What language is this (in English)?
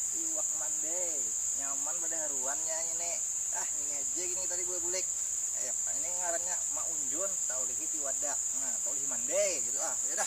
Banjar